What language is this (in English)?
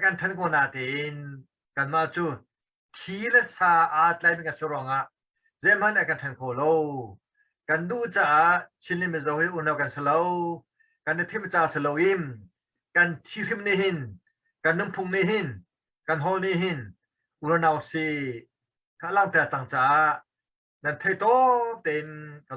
Hakha Chin